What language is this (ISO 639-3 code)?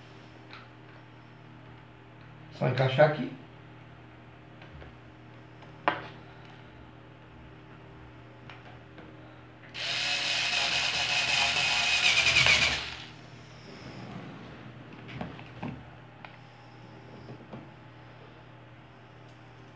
por